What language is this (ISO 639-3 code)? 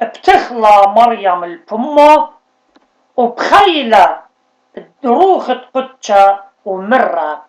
aii